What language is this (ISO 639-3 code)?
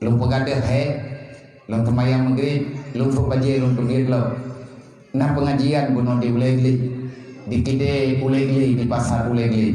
ace